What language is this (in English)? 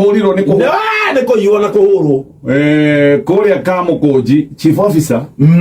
Kikuyu